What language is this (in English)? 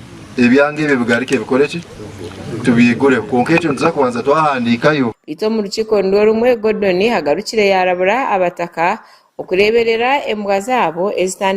Nyankole